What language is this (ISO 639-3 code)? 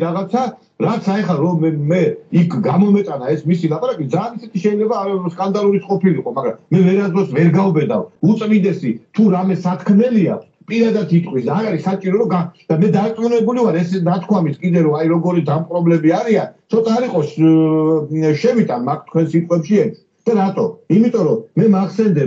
kat